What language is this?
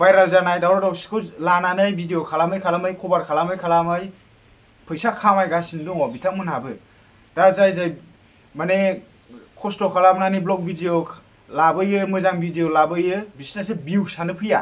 Bodo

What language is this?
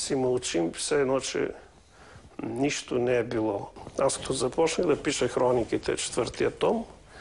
Bulgarian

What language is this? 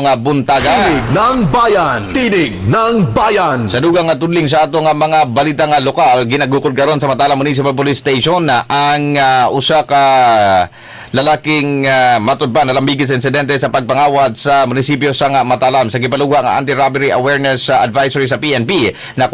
Cebuano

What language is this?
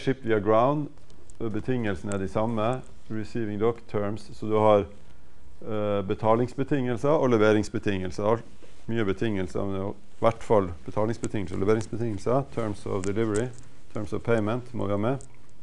Norwegian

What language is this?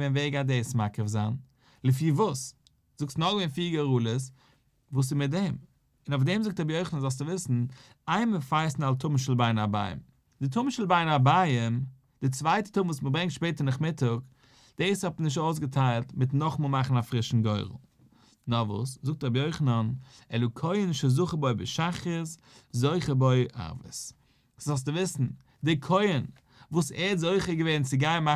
Yiddish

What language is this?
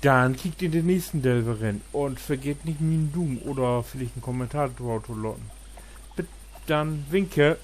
Low German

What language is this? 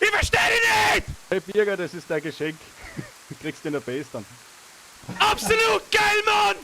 Bavarian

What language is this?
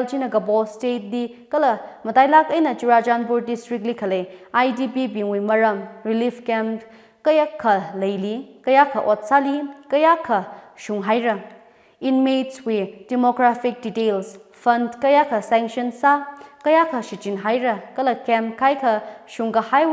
Tangkhul Naga (India)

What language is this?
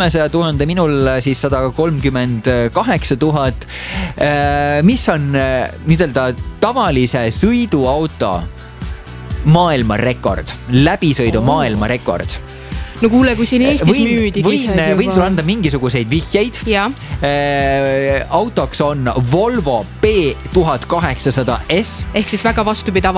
Estonian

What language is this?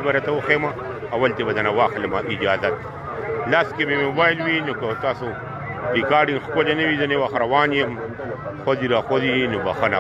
Pashto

